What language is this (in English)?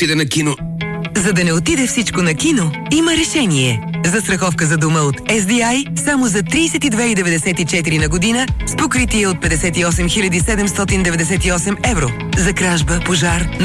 Bulgarian